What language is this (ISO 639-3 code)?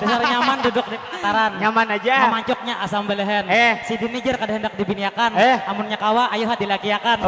bjn